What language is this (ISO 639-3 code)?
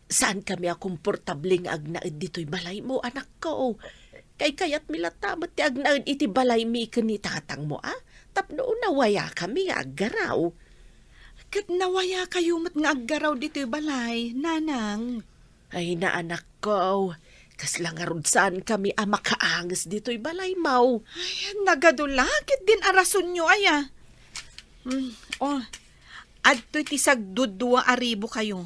ilo